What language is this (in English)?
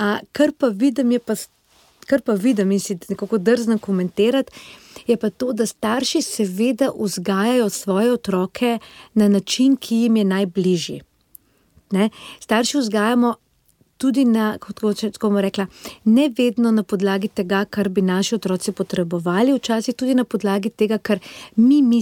Slovenian